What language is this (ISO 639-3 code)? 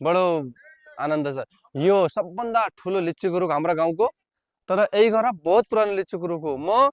nep